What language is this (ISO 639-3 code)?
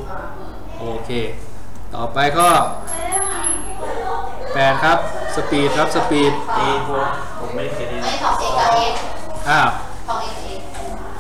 tha